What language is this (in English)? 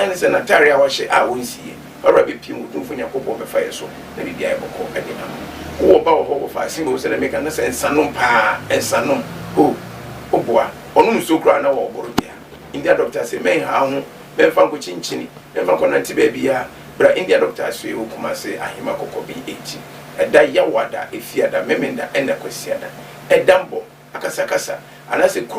Akan